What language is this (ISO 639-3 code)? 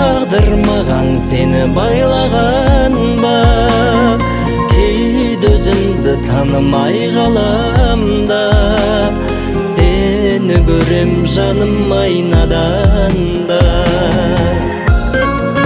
kaz